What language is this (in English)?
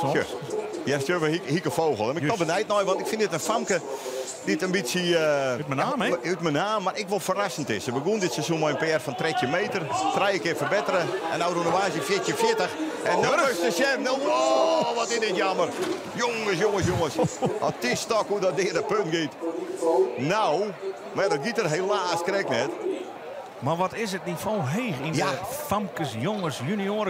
Western Frisian